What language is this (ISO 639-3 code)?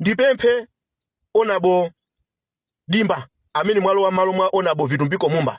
nya